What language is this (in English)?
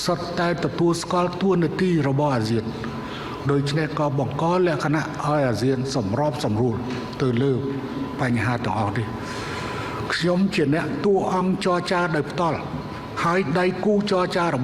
Khmer